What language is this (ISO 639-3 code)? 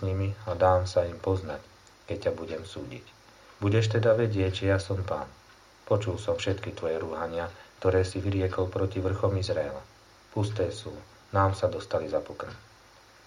slk